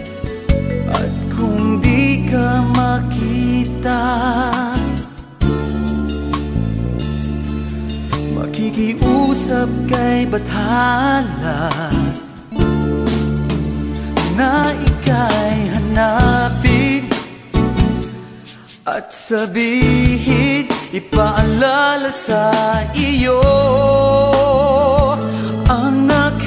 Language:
Filipino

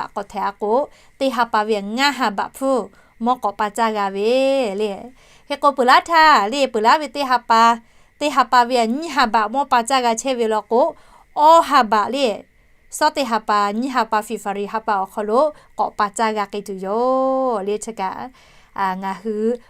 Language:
Lahu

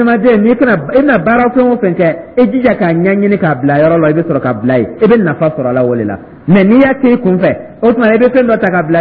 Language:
Dyula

